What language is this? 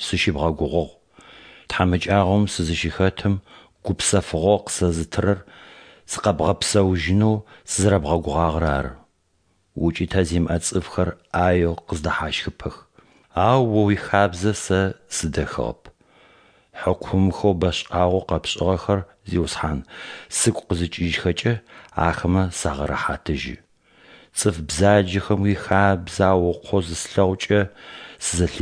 Adyghe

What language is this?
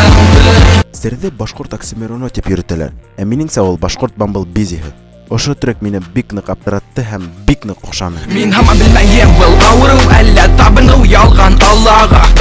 Bashkir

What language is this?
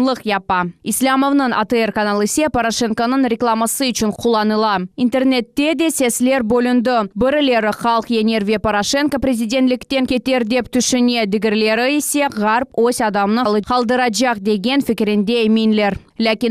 Crimean Tatar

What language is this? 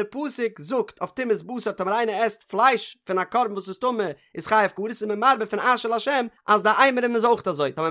Yiddish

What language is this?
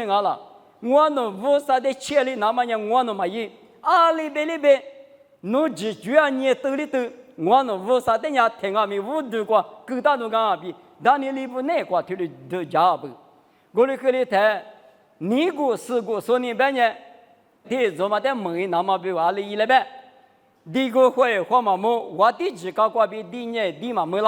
Lisu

